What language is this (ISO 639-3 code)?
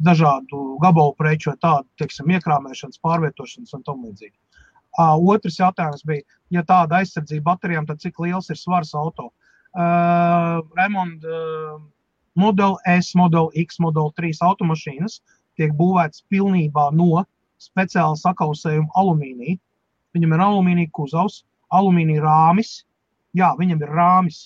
lav